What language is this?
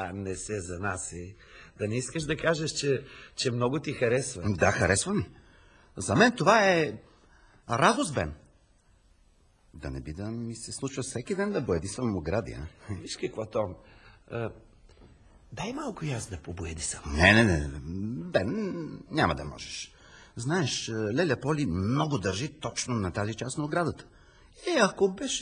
Bulgarian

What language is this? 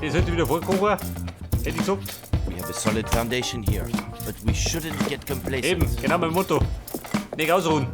Bavarian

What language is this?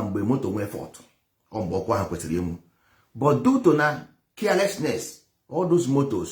Igbo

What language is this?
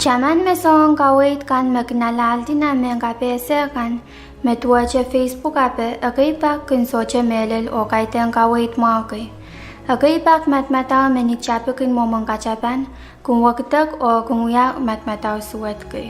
Pohnpeian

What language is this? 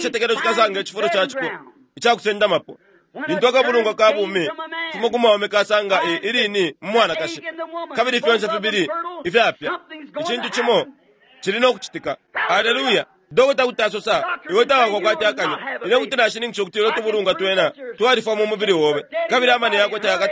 Bemba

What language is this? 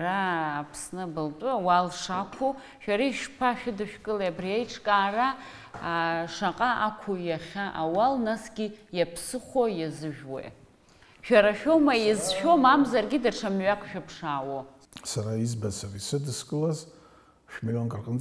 Abkhazian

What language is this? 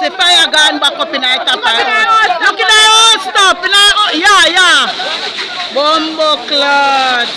Jamaican Creole English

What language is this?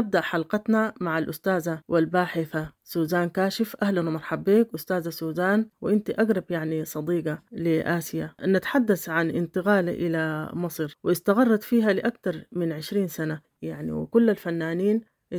Sudanese Arabic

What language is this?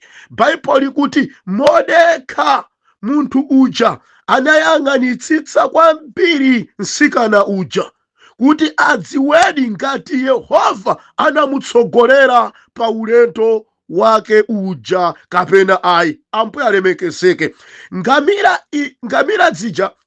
Nyanja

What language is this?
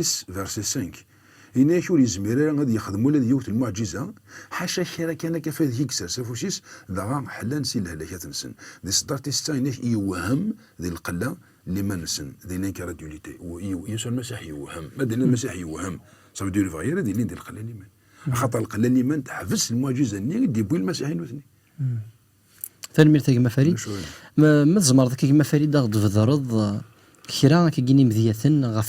Kabyle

